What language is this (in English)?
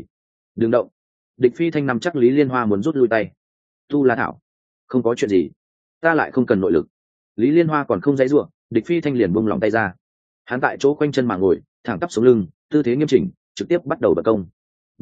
Vietnamese